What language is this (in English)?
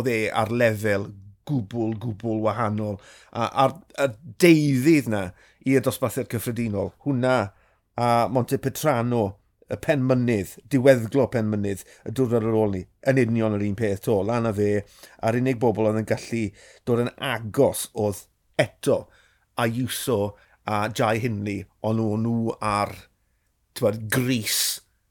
Welsh